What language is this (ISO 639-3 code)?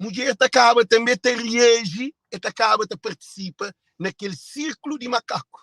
kea